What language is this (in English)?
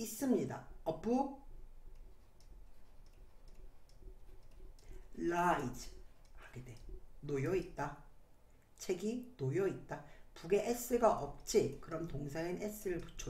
Korean